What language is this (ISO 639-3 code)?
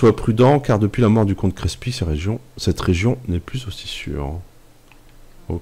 fra